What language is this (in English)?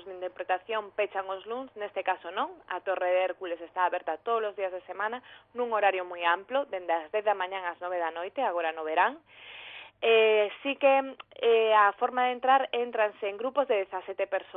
Galician